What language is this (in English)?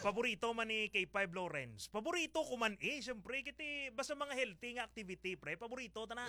Hiligaynon